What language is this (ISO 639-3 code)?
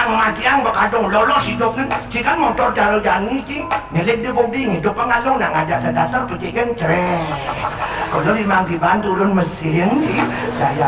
ban